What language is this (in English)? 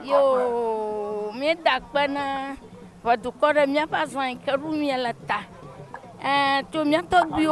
Ewe